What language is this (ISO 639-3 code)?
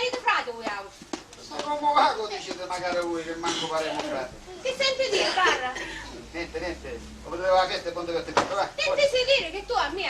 scn